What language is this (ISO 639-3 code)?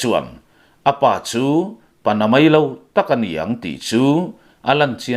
lus